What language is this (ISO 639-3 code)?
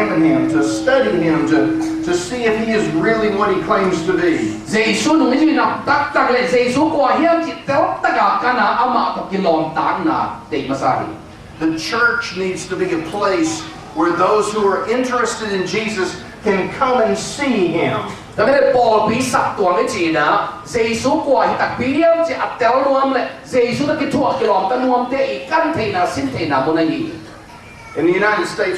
ctd